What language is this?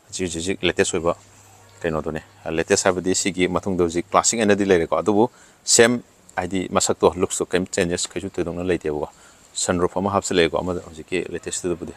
Manipuri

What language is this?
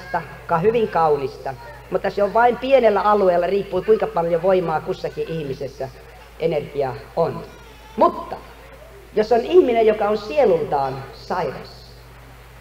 Finnish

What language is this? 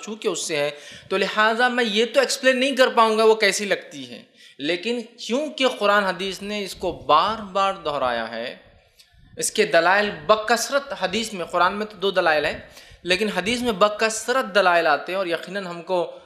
Urdu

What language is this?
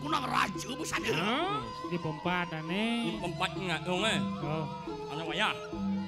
Balinese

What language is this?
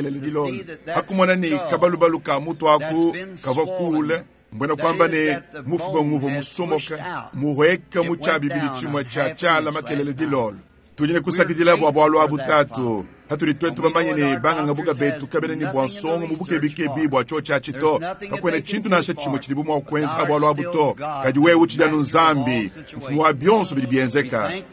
Luba-Lulua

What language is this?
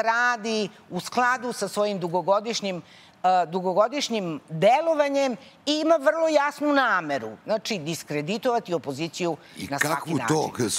Serbian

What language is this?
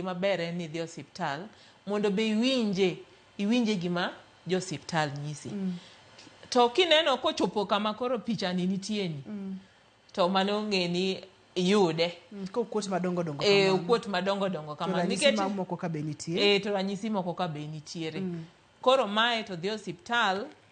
Luo (Kenya and Tanzania)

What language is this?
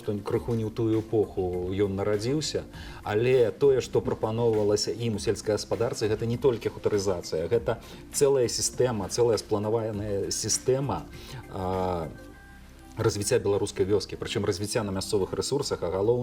Belarusian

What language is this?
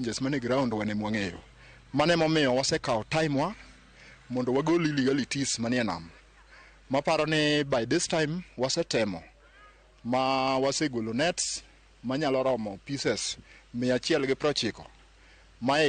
Luo (Kenya and Tanzania)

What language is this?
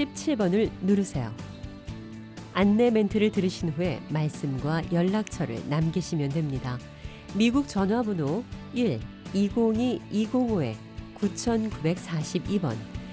Korean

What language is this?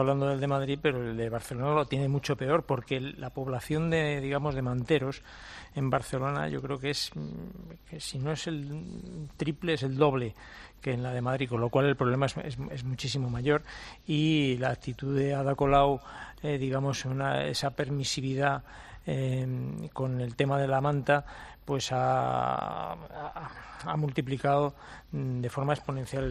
Spanish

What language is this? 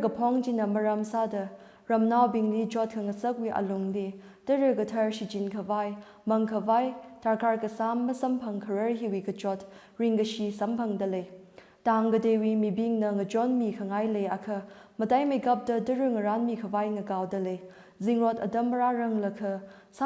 Tangkhul Naga (India)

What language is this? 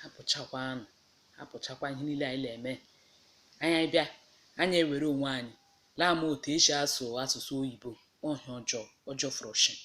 Igbo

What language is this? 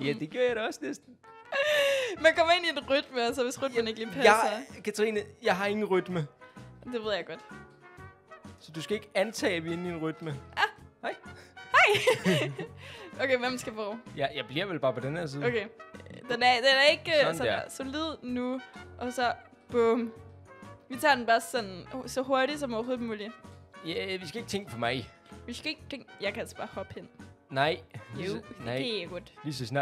Danish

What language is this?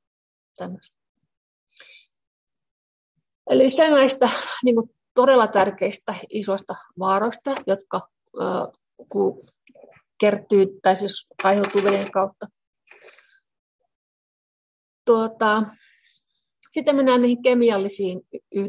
Finnish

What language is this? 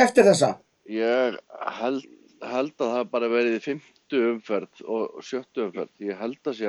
Icelandic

